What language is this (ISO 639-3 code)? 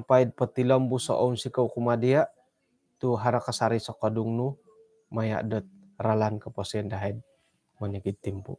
dtp